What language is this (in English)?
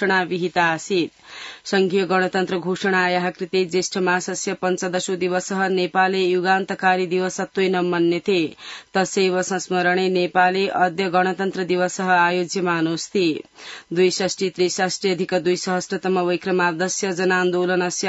Sanskrit